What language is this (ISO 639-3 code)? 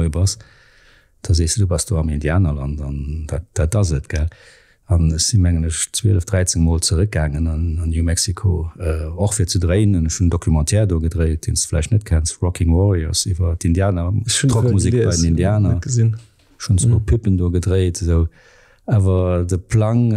ltz